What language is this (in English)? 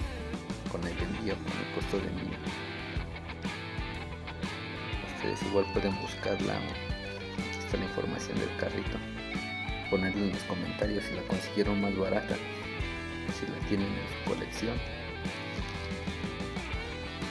Spanish